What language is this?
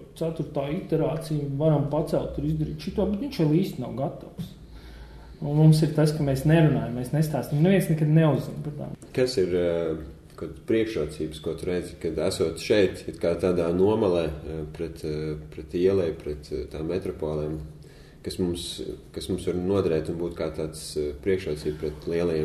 Latvian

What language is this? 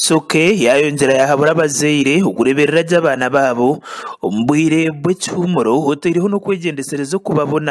Nyankole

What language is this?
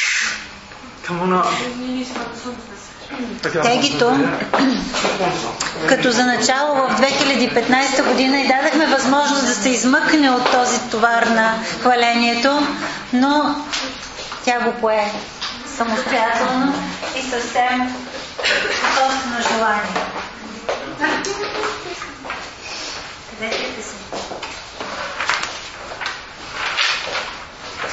Bulgarian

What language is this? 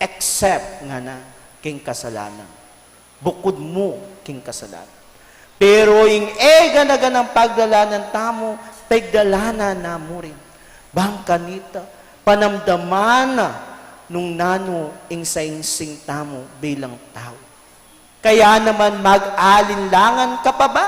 Pampanga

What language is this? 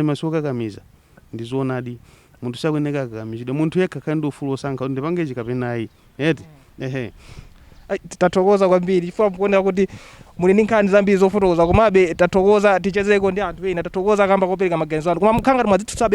Nyanja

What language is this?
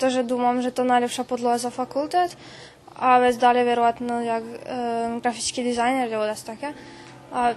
Rusyn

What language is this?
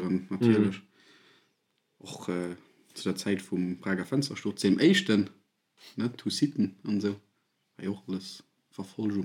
Luxembourgish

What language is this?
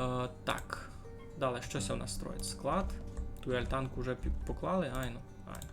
Rusyn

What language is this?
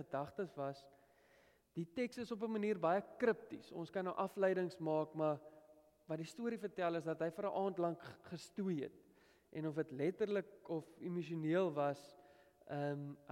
Afrikaans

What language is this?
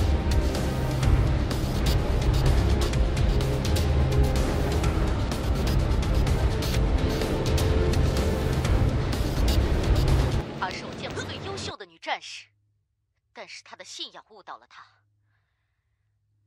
Chinese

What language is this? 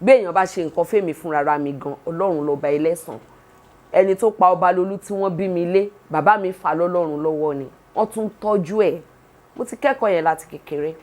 Yoruba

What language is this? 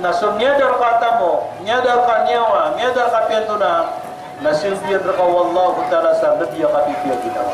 Maranao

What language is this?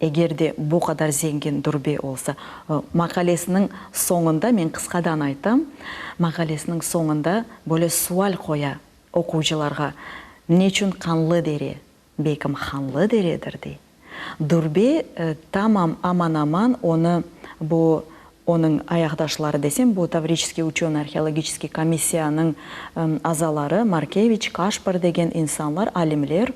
Crimean Tatar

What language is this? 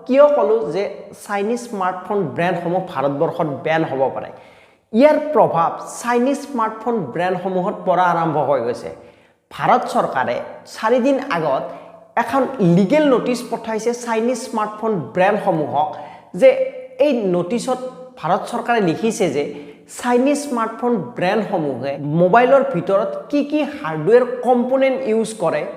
Assamese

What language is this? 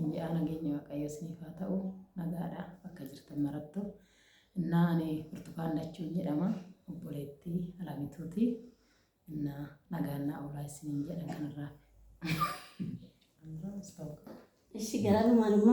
Oromo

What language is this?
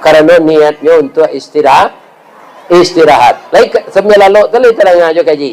Minangkabau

